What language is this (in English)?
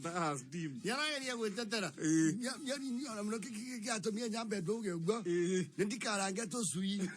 Kikuyu